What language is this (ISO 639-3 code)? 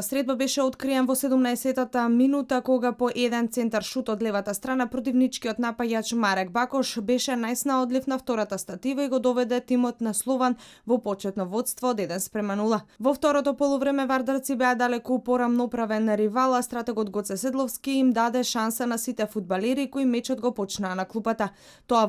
mkd